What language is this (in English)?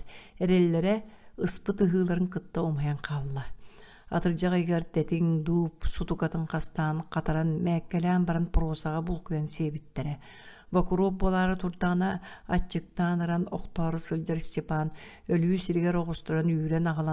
Yakut